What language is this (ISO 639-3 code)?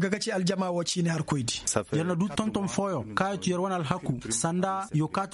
ses